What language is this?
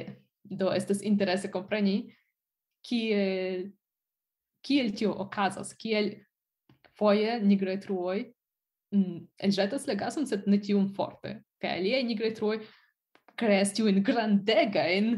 Esperanto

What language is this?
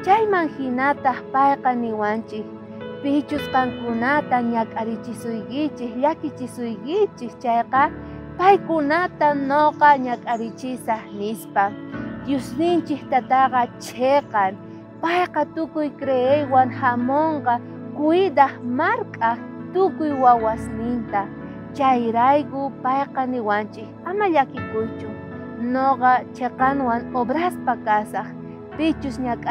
South Bolivian Quechua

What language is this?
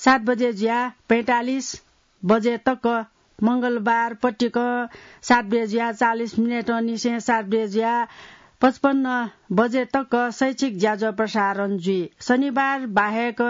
Newari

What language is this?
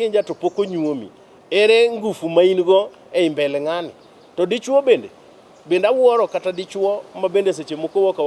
Luo (Kenya and Tanzania)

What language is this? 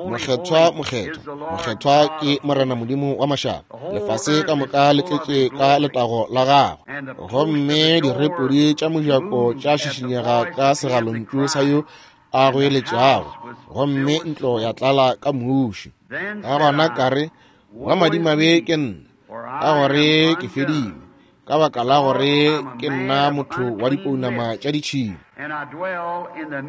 Northern Sotho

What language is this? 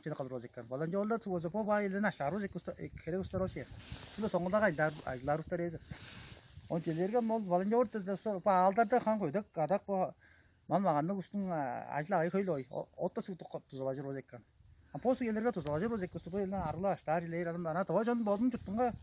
Tuvinian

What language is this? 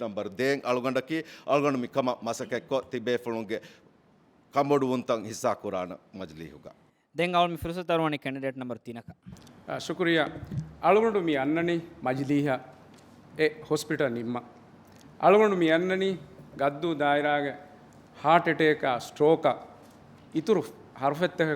Divehi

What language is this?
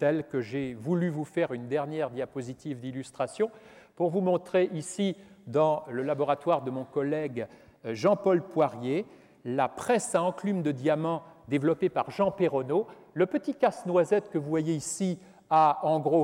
French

